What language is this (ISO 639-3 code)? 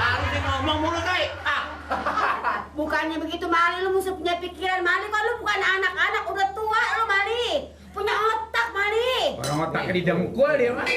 bew